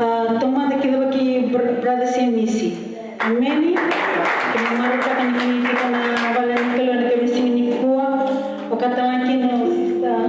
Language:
Fijian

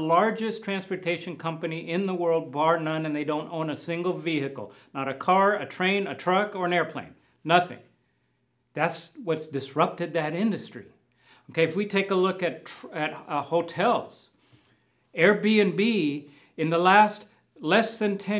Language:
English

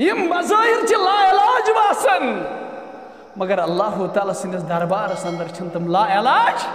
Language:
Kashmiri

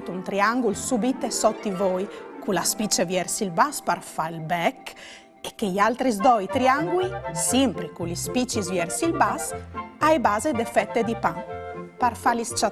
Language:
Friulian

